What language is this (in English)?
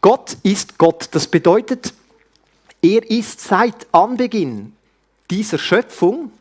Swiss German